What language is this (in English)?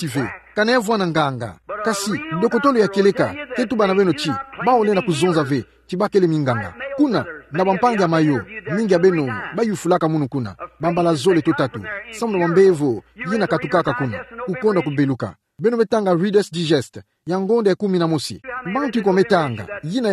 Kituba (Democratic Republic of Congo)